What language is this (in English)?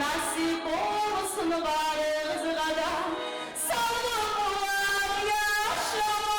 Kumyk